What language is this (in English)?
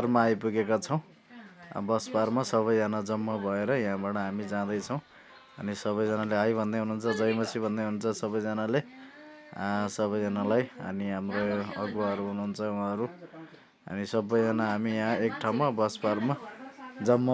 Nepali